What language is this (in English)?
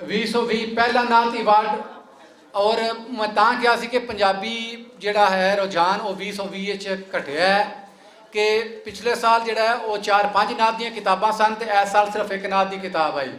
Western Panjabi